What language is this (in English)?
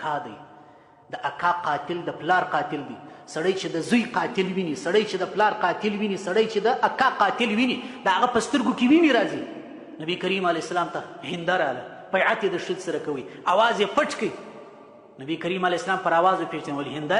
Pashto